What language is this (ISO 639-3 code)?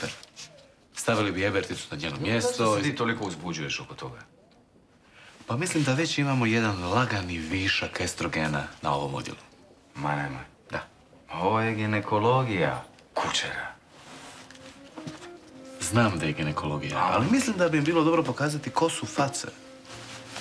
hrv